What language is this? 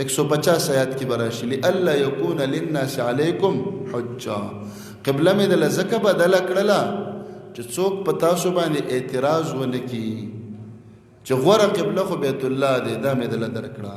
Pashto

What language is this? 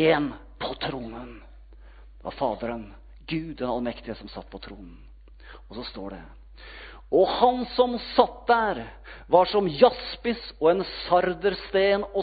Norwegian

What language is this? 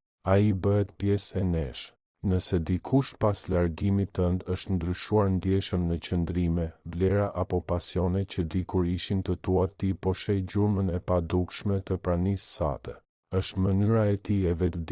Albanian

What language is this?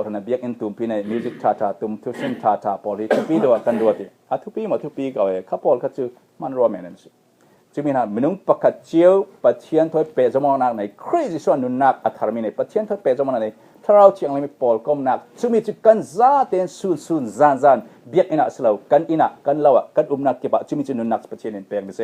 Falam Chin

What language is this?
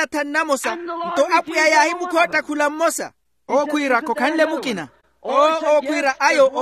Makhuwa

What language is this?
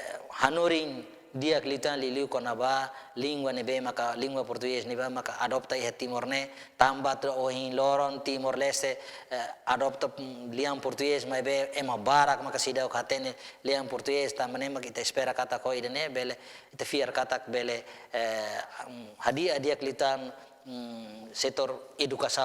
Tetum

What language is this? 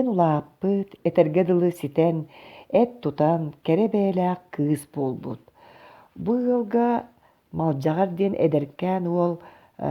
Yakut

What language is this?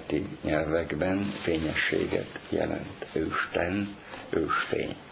Hungarian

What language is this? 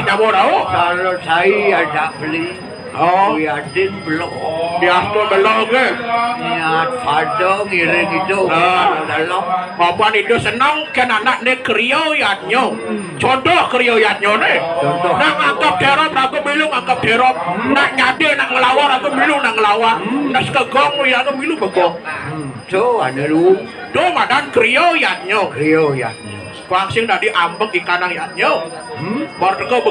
Balinese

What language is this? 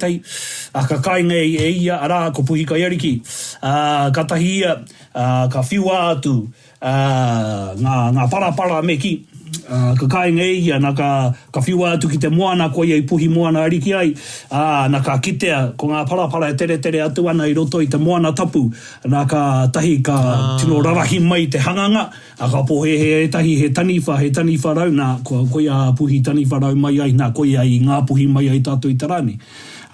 Māori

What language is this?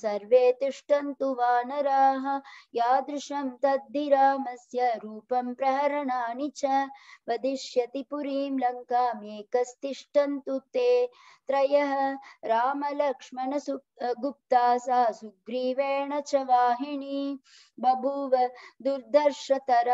Sanskrit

